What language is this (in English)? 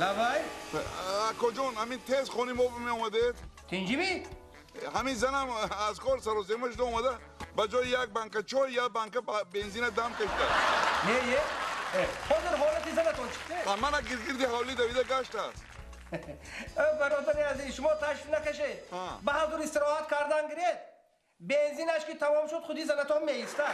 Tajik